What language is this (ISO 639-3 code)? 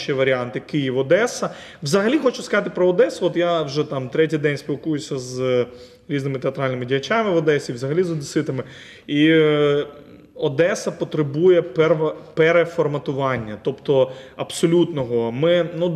ukr